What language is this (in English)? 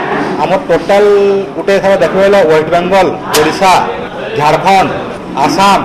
Odia